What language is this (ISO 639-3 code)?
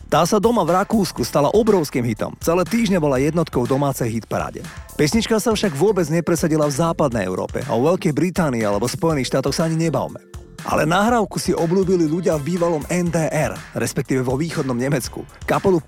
slk